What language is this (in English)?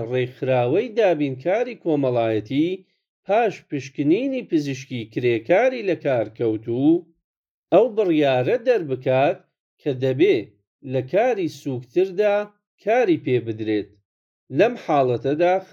Central Kurdish